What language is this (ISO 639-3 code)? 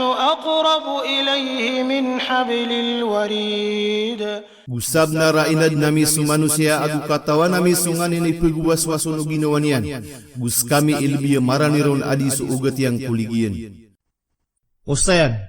mrw